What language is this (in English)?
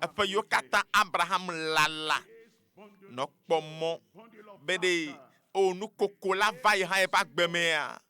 Ewe